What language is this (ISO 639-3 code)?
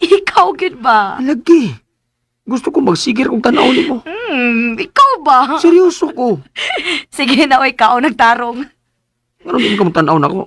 ceb